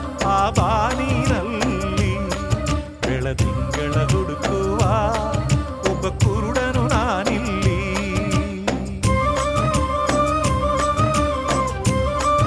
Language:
Kannada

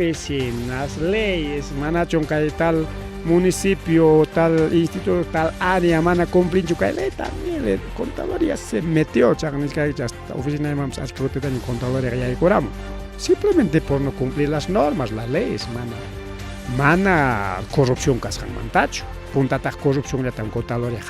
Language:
Ayacucho Quechua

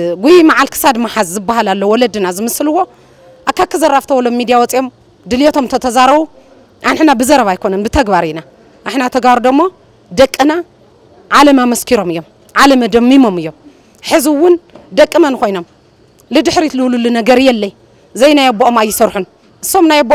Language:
Tigrinya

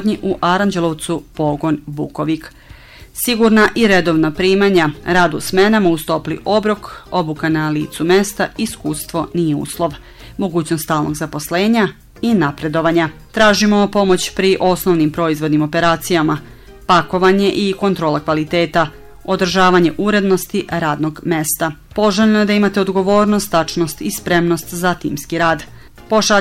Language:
Serbian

